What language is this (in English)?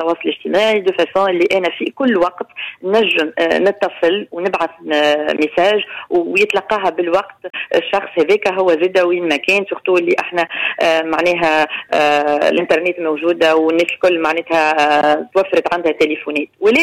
Tunisian Arabic